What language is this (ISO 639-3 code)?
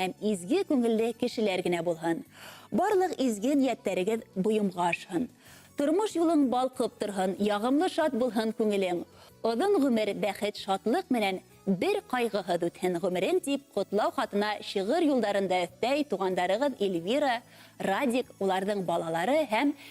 bak